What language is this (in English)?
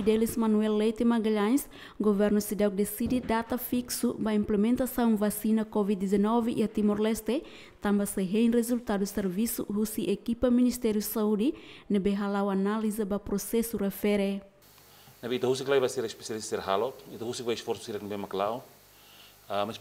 Tetum